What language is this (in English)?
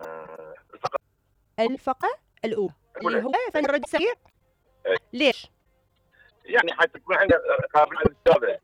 Mesopotamian Arabic